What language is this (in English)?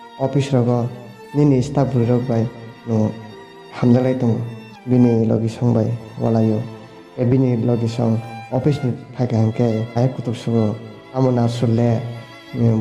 Kok Borok